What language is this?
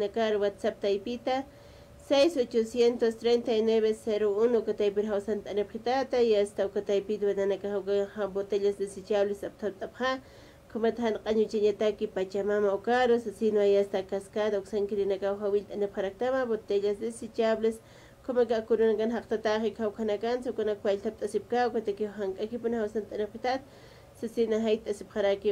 Aymara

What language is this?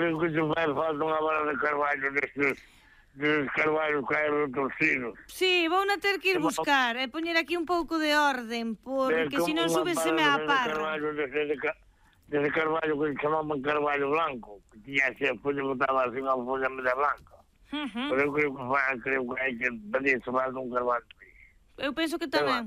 Galician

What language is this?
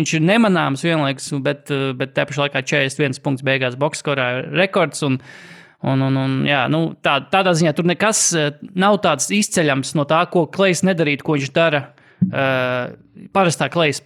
Latvian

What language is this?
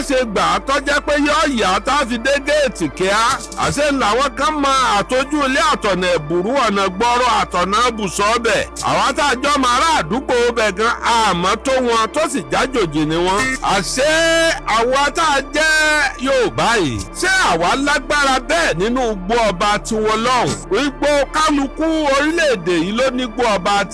Yoruba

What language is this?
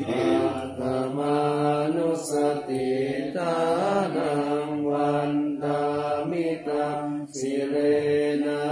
Pali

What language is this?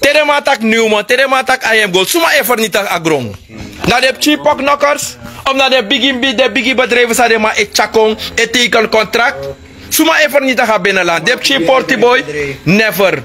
Sranan Tongo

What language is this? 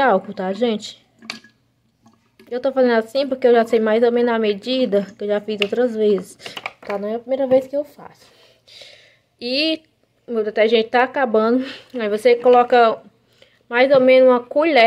Portuguese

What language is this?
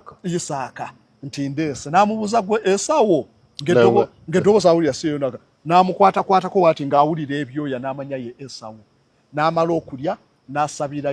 Ganda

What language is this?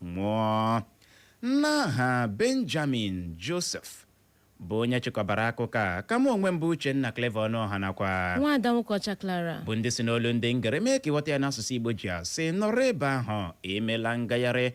Igbo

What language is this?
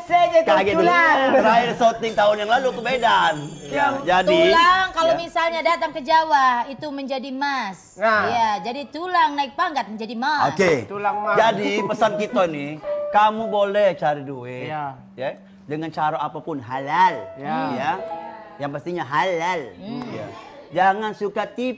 Musi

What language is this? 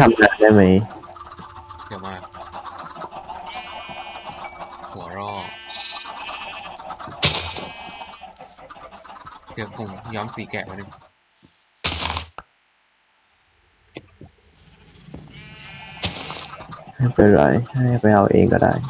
Thai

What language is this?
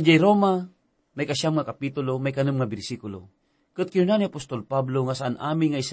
Iloko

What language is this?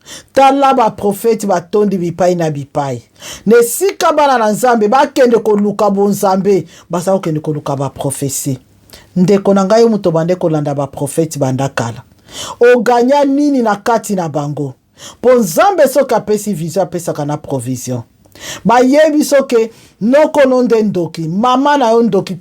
Lingala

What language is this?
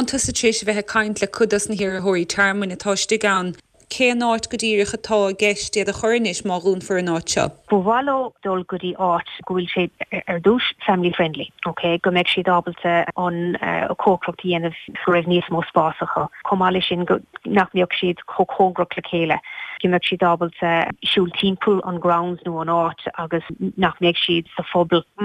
Irish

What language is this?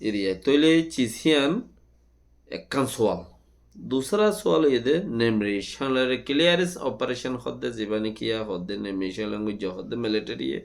Rohingya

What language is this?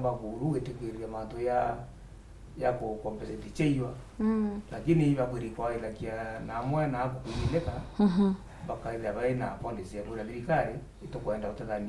Meru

